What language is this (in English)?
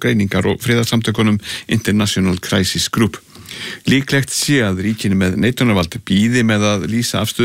Icelandic